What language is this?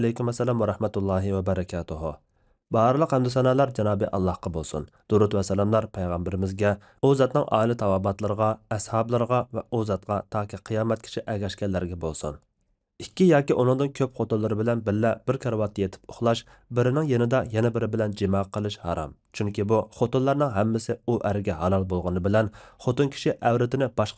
Uyghur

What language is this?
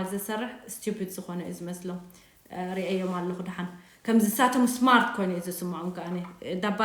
Tigrinya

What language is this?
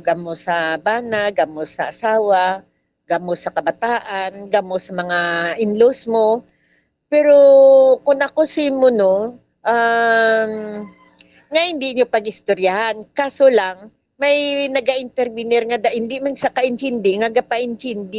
Hiligaynon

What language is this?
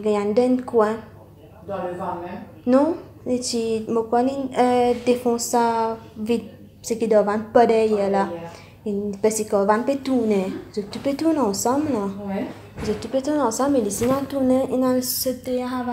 Morisyen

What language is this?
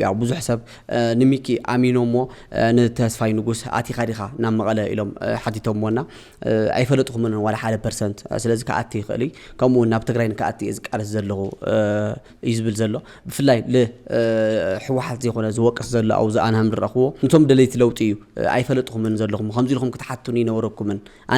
Tigrinya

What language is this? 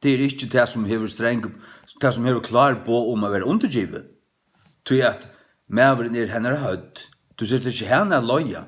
Faroese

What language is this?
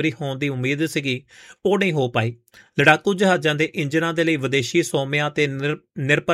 Punjabi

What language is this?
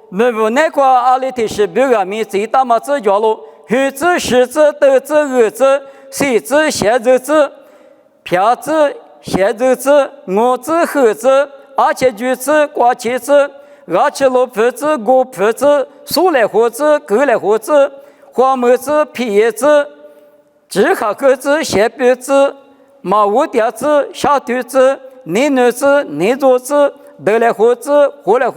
Lisu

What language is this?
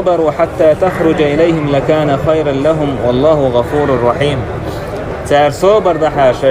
Chechen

